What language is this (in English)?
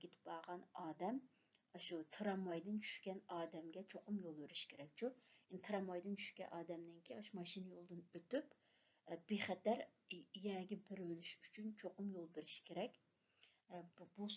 Uyghur